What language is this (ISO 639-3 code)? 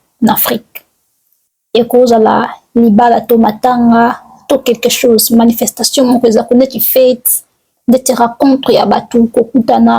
lin